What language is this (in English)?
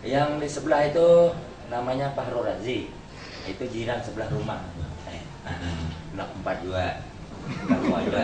Banjar